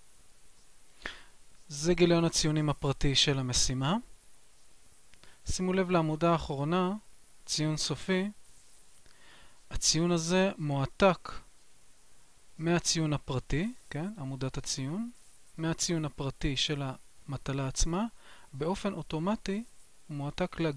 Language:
Hebrew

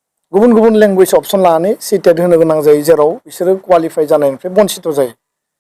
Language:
Bodo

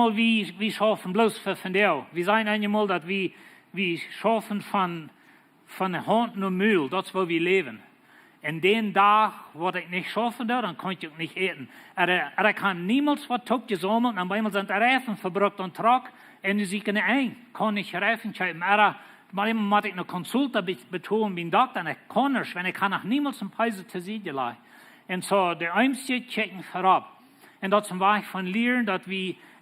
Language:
Plautdietsch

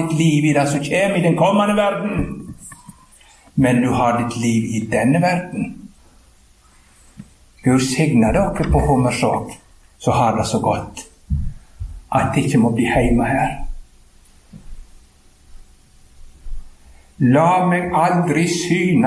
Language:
Norwegian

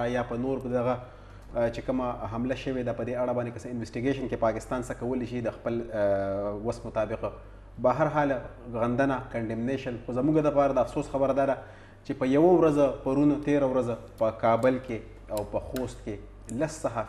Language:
Pashto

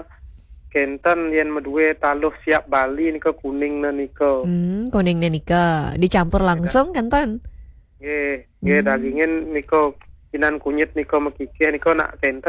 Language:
Balinese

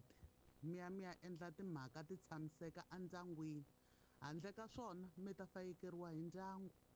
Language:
Tsonga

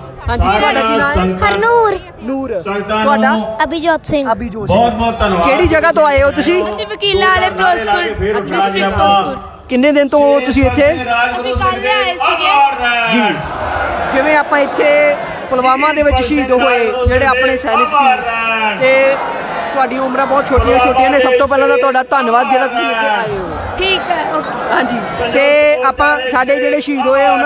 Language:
Punjabi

